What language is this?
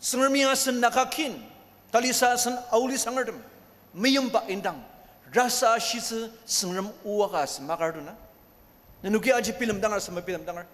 Ao Naga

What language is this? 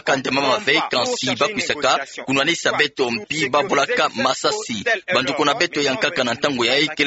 Kituba (Democratic Republic of Congo)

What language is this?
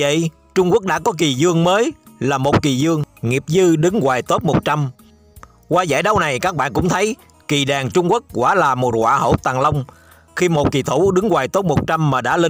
Vietnamese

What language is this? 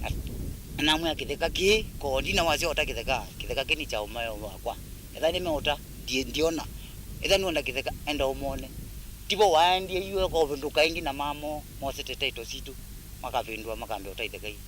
Kamba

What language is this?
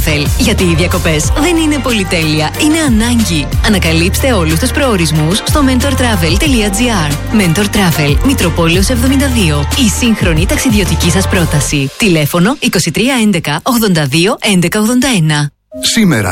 Greek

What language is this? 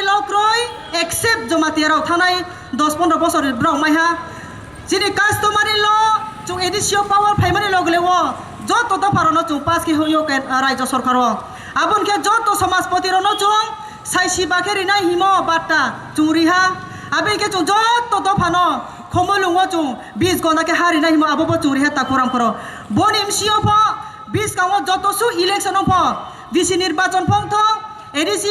Kok Borok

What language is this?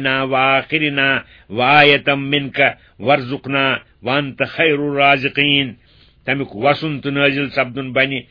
Kashmiri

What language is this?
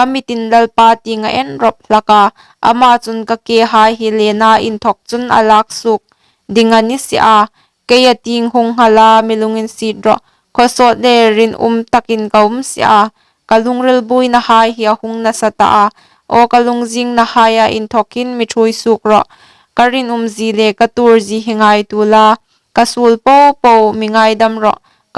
Hmar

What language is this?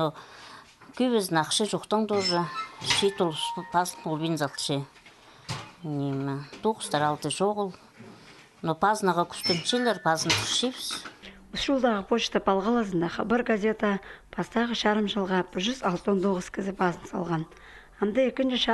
Khakas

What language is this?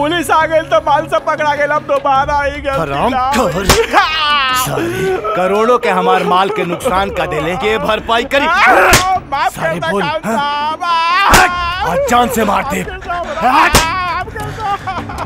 Bhojpuri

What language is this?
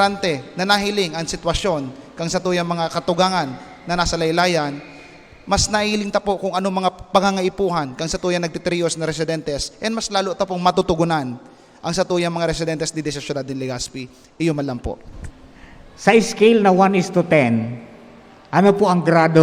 Bikol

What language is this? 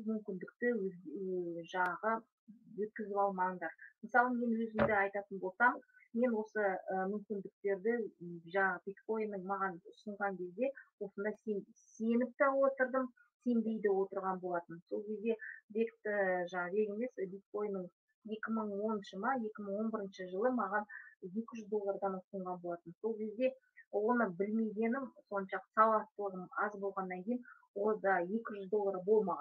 Kazakh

